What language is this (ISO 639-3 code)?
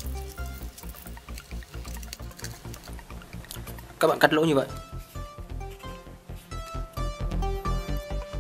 vie